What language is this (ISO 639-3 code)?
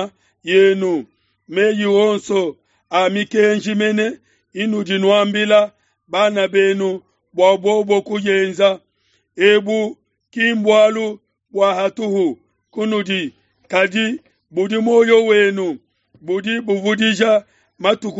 lua